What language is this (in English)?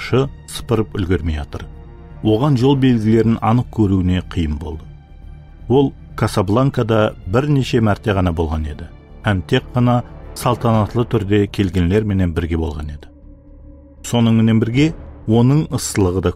Kara-Kalpak